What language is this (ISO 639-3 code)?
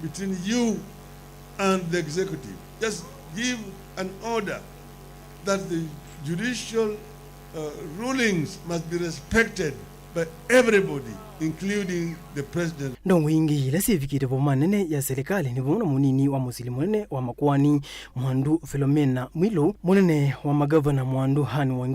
kam